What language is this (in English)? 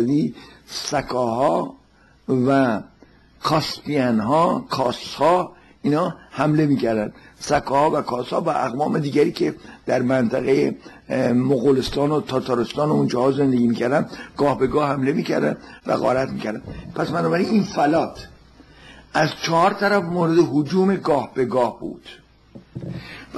Persian